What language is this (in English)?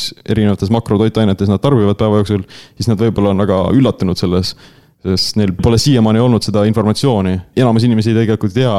Estonian